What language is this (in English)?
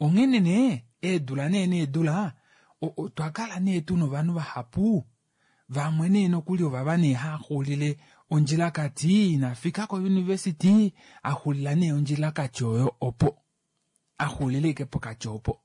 Kuanyama